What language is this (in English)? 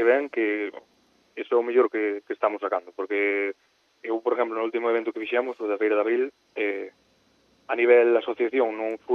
Galician